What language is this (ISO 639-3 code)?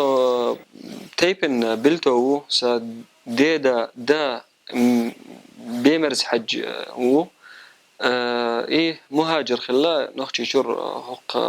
che